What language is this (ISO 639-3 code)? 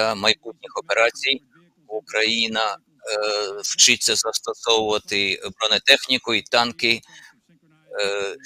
ukr